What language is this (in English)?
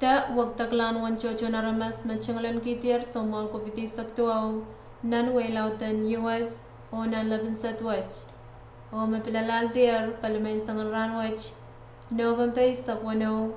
Pohnpeian